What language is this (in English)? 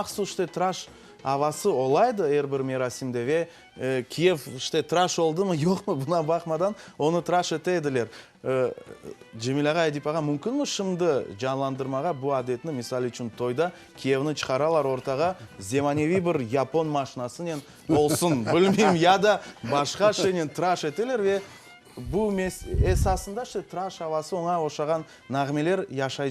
Crimean Tatar